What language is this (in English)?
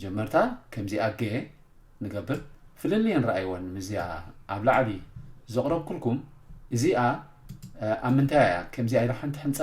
Tigrinya